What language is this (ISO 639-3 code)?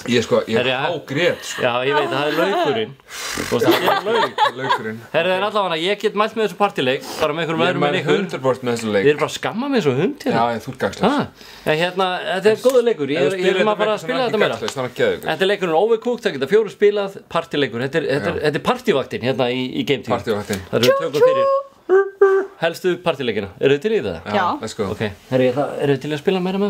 isl